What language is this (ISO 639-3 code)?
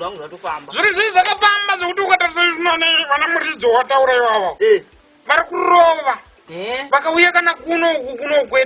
sna